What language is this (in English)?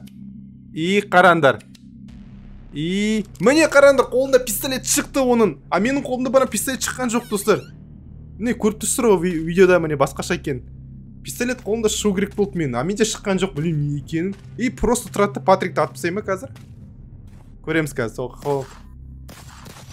Kazakh